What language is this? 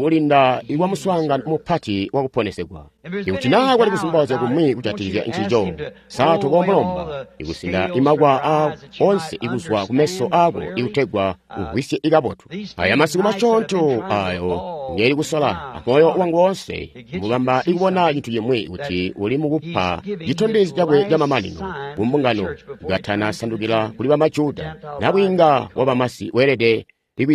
Tonga (Zambia)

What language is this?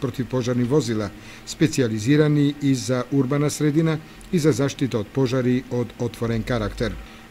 Macedonian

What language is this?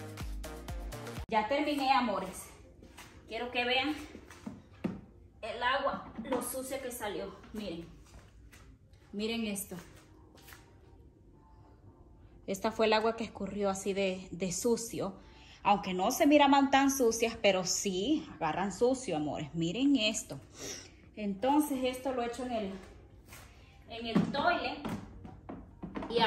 Spanish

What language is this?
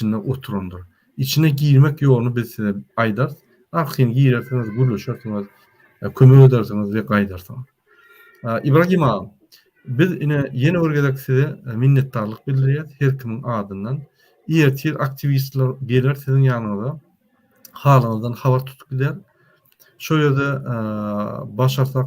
Turkmen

